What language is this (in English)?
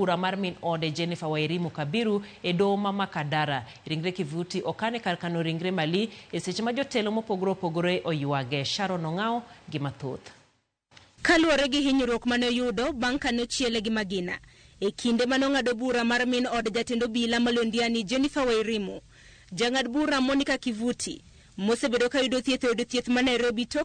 Luo (Kenya and Tanzania)